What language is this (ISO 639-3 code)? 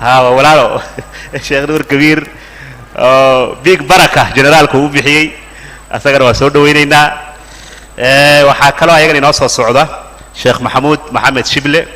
som